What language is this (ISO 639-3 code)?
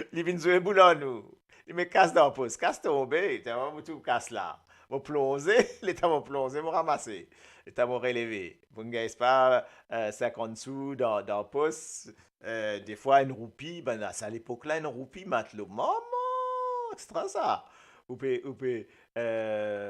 mfe